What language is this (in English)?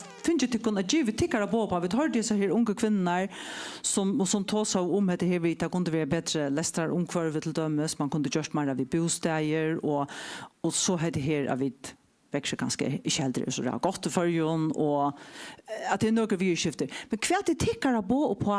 Faroese